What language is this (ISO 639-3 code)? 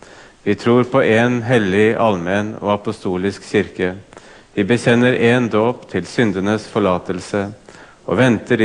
nor